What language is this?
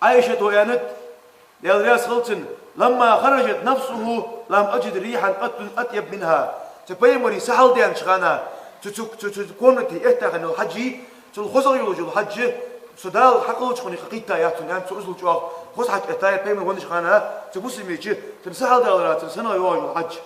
Ingush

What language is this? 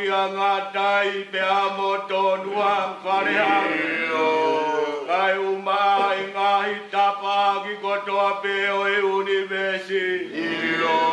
Tongan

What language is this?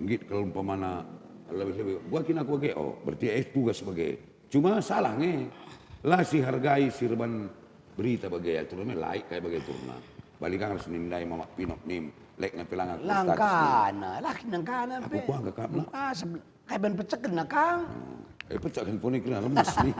Batak Karo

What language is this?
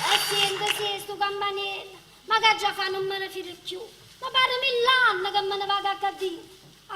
Neapolitan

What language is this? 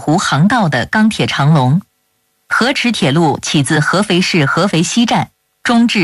Chinese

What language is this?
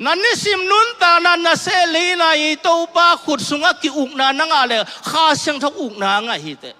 Tedim Chin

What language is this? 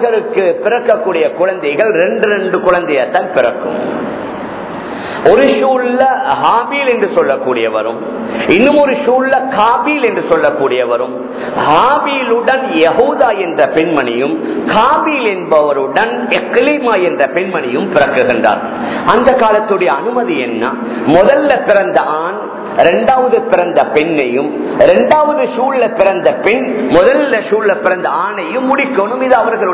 Tamil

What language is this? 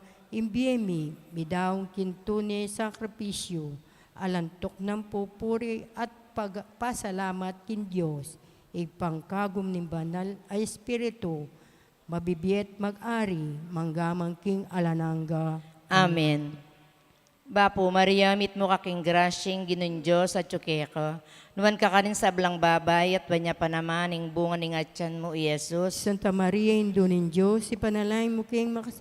Pampanga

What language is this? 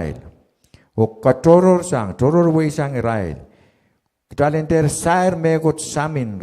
Pohnpeian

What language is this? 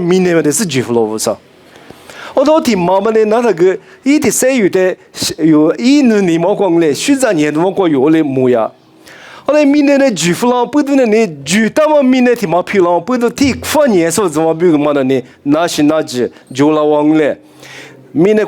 Lisu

